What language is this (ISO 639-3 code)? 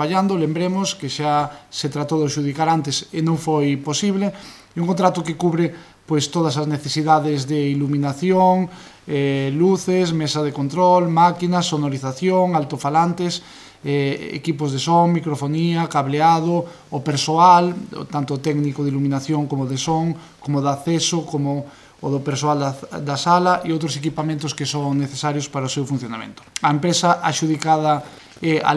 glg